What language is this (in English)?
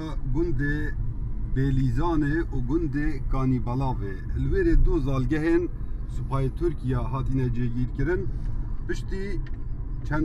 Kurdish